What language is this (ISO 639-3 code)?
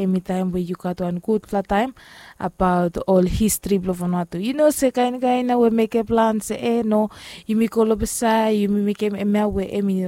bis